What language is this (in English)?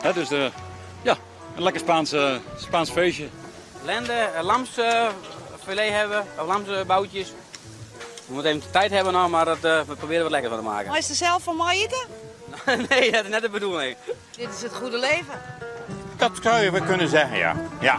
Western Frisian